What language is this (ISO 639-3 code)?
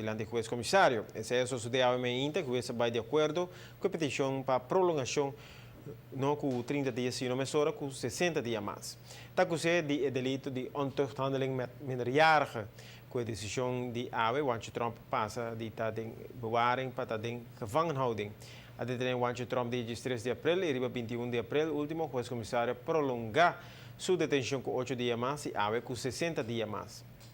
pap